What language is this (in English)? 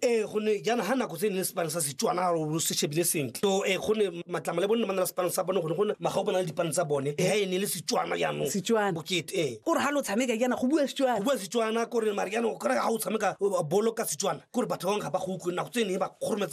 Tswana